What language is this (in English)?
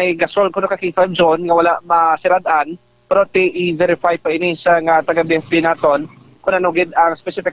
Hiligaynon